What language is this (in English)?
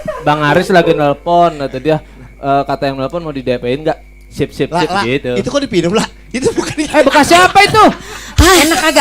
Betawi